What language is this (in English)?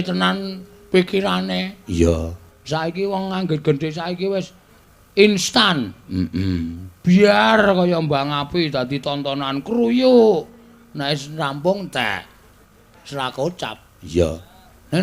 Javanese